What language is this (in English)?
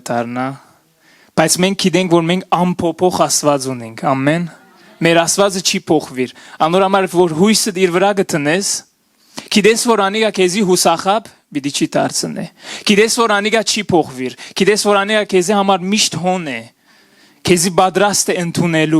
Western Armenian